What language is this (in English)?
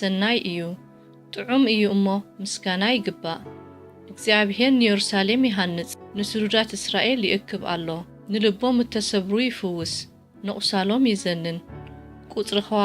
Tigrinya